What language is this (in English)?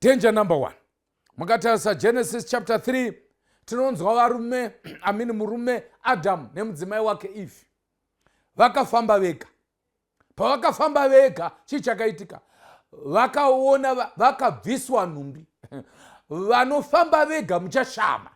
Shona